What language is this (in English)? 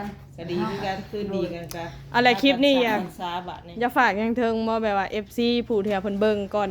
Lao